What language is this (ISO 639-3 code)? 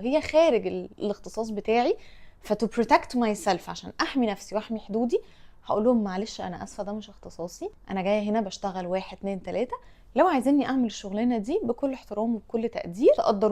arz